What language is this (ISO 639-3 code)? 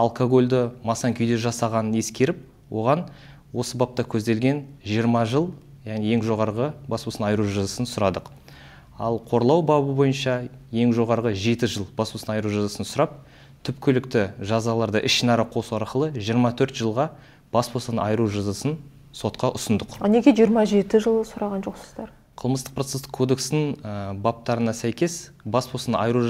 kaz